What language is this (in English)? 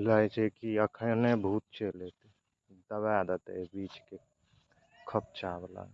Maithili